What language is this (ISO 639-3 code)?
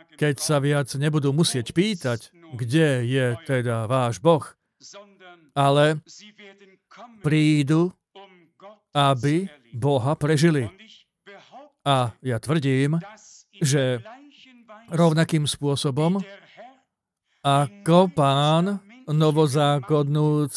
slk